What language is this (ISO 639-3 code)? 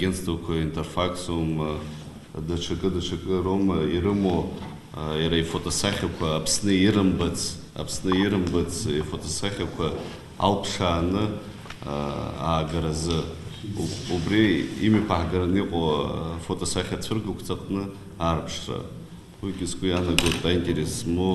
abk